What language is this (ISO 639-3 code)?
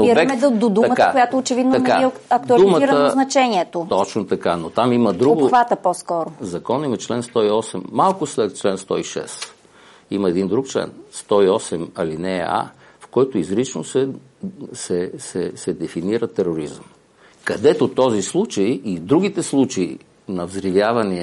bul